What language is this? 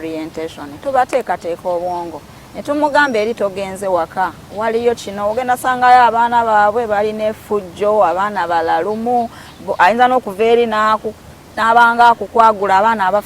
Ganda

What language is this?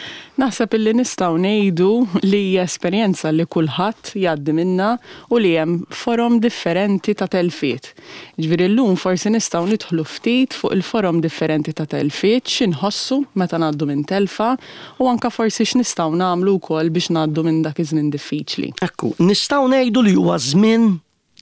Maltese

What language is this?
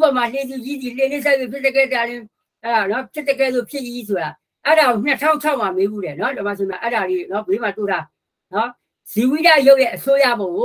Burmese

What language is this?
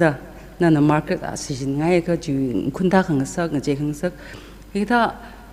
Tangkhul Naga (India)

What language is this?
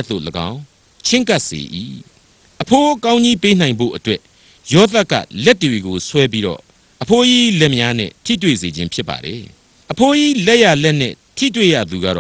Burmese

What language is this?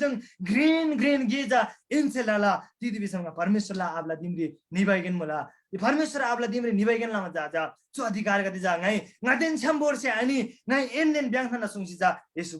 Eastern Tamang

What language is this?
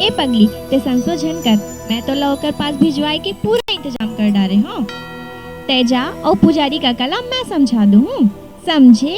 Chhattisgarhi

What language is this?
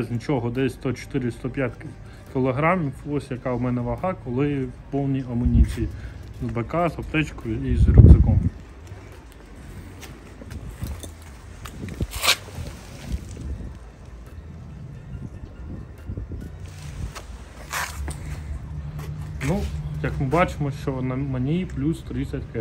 Ukrainian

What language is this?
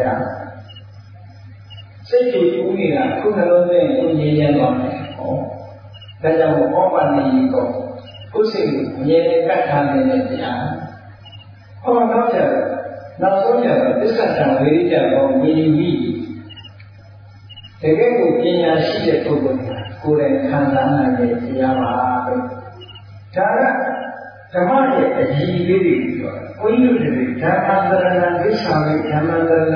Burmese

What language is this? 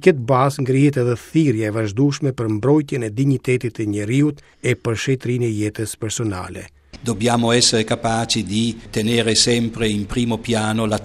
Albanian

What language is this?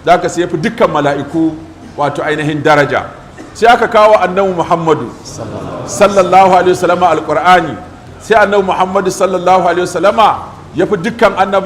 Hausa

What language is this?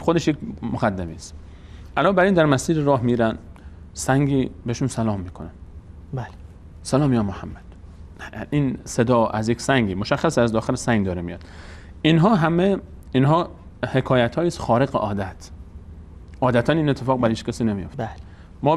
Persian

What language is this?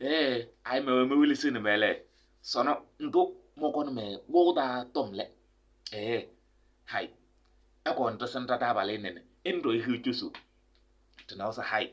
Kabiyè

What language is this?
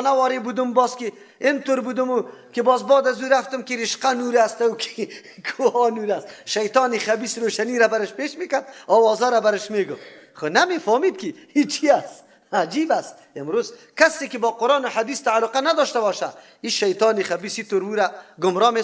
Persian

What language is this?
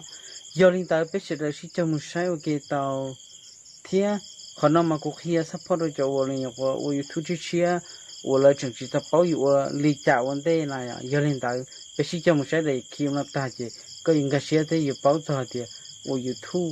Hmong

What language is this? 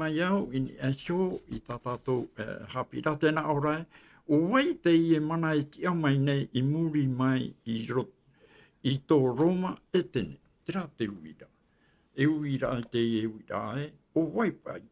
Tahitian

